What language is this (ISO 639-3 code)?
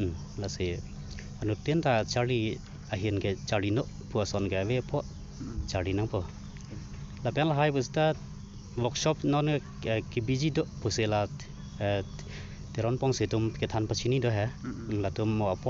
mjw